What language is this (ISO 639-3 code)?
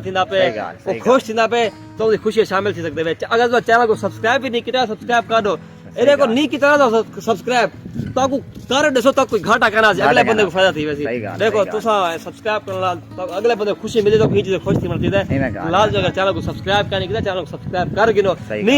skr